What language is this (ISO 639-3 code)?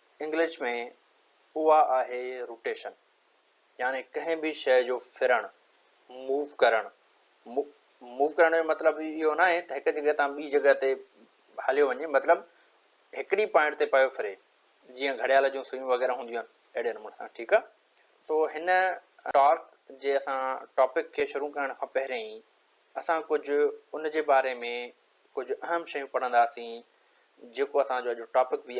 snd